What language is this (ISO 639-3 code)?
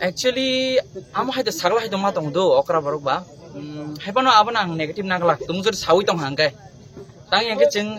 trp